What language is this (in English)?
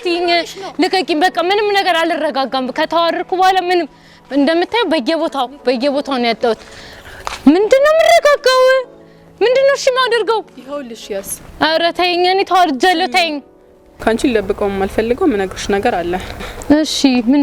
Amharic